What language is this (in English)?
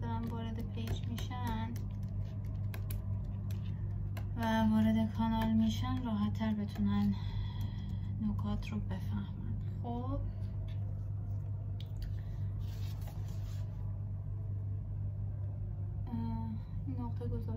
Persian